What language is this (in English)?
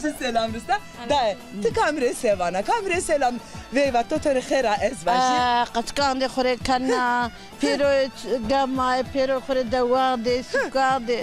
Zaza